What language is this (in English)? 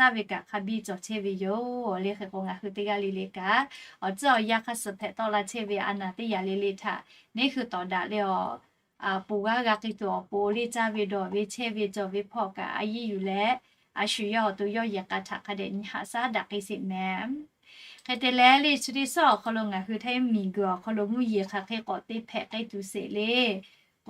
Lahu